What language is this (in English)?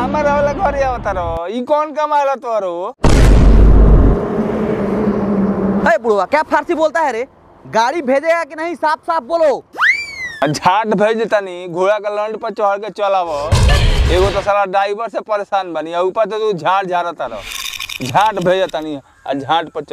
Bhojpuri